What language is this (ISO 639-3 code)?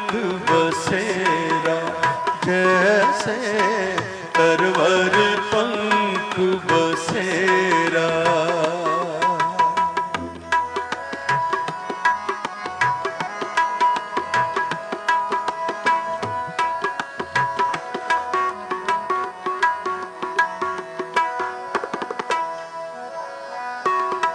pan